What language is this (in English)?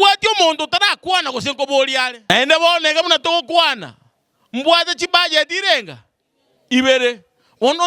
Gusii